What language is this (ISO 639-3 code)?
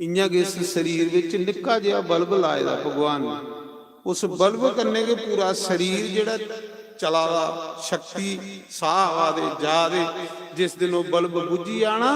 doi